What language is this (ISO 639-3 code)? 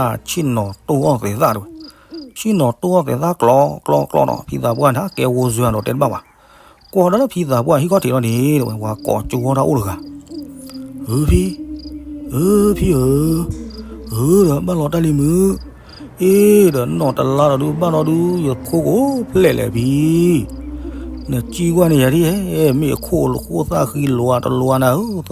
ksw